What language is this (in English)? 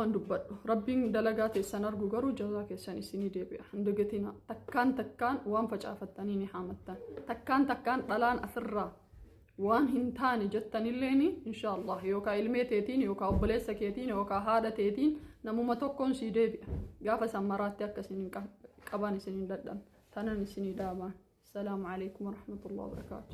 Oromo